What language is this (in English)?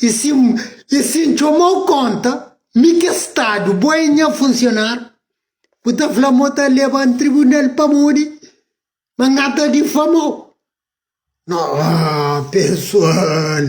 Kabuverdianu